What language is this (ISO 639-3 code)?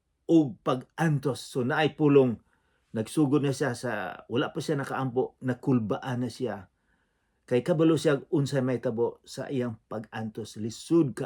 ceb